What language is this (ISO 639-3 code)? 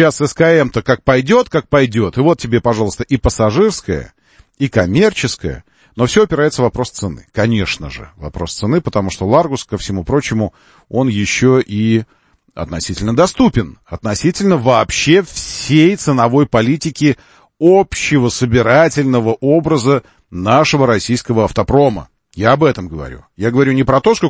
rus